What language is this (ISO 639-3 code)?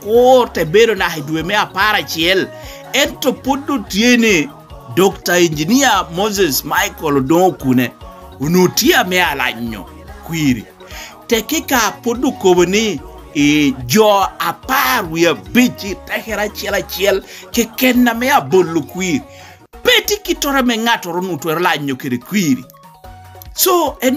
laj